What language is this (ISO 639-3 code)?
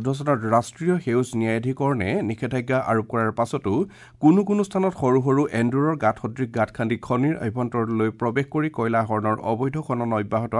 asm